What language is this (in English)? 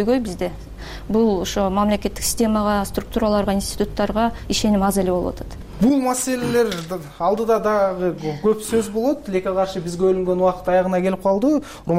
Kyrgyz